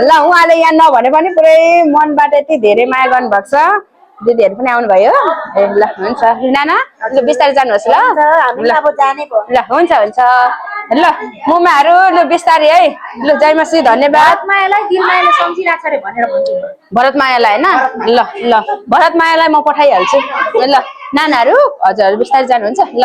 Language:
Nepali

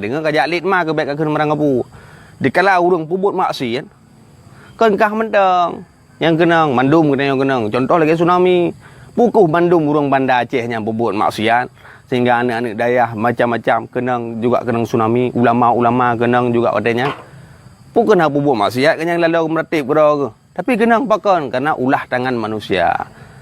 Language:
Achinese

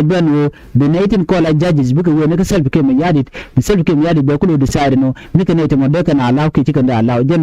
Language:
Nuer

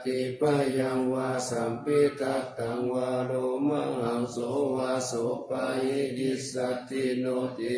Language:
Pali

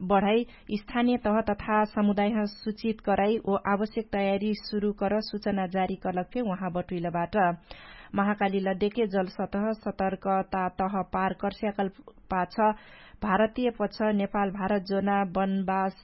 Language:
Dangaura Tharu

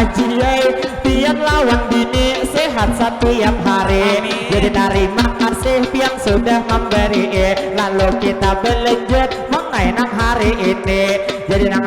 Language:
Banjar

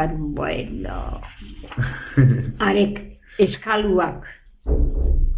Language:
Basque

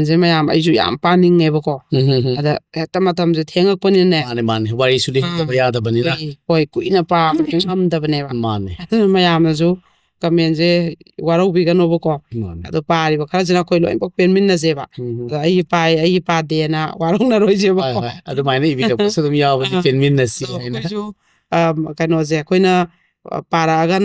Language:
Manipuri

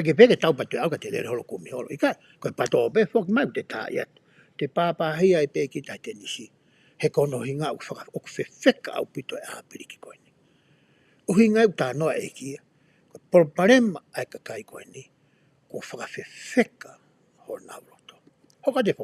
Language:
Tongan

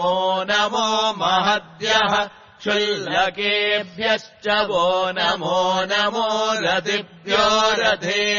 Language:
Sanskrit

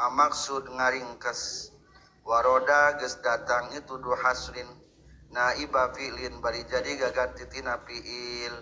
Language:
Sundanese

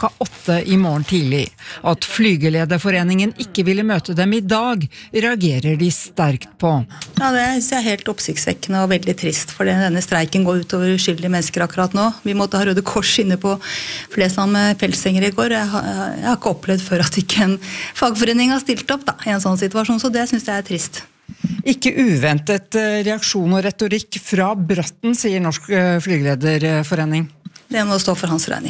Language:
Norwegian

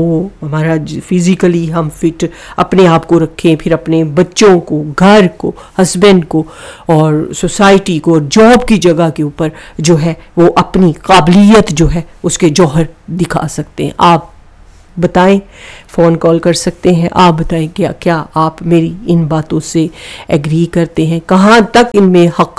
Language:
Urdu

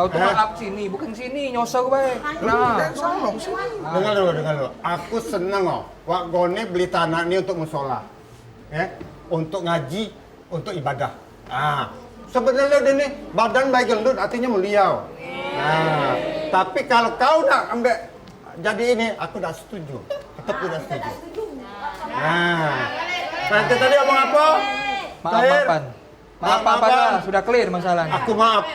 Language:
Musi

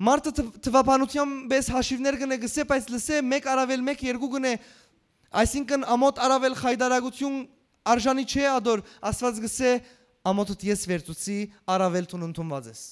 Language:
Western Armenian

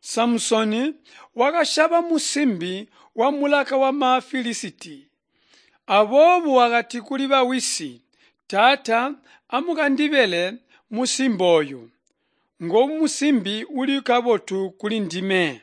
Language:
Tonga (Zambia)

